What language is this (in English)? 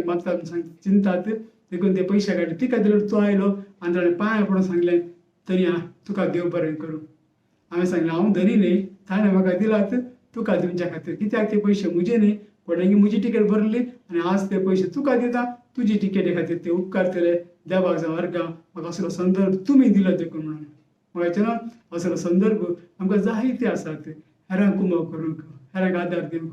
Konkani